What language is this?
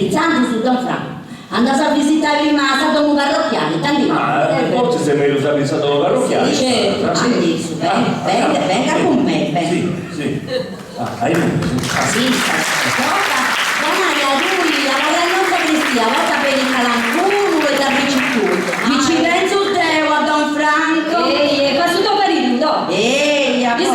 Sardinian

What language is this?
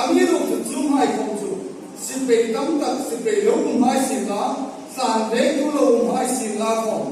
Hmar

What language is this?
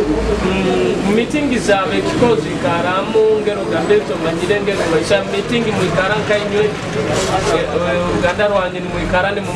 Nyoro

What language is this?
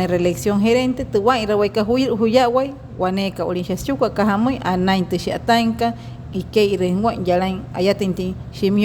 Wayuu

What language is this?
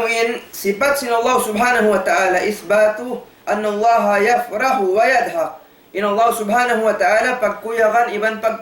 Tausug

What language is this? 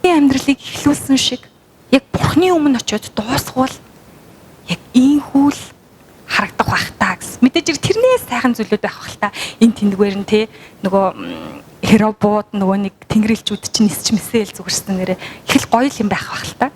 Mongolian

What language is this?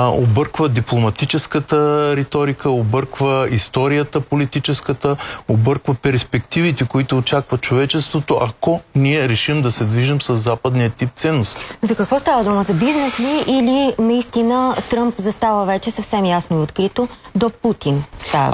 Bulgarian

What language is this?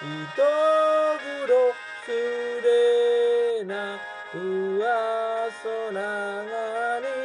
Batak Toba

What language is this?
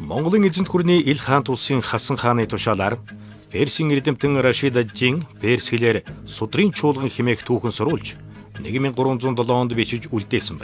Mongolian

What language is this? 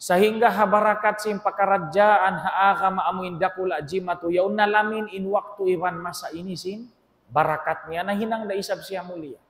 Tausug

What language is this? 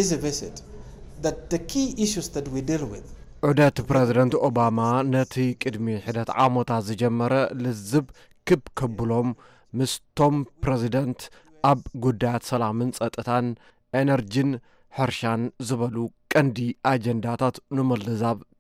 Tigrinya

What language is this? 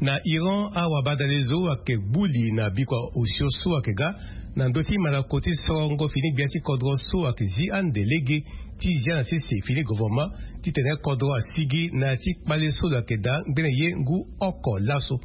Sango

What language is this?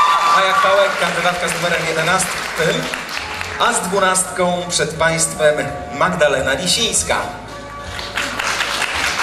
Polish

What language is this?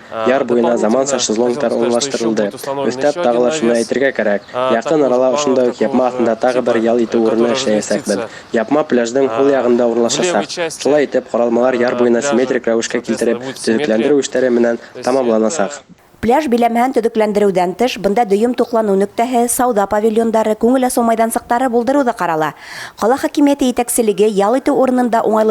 Bashkir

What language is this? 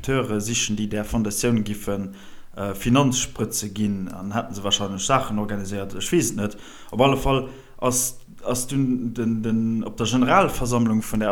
Luxembourgish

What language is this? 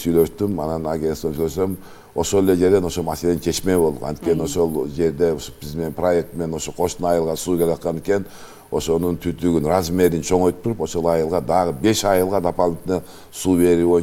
Kyrgyz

